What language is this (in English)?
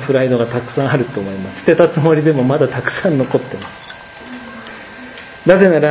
Japanese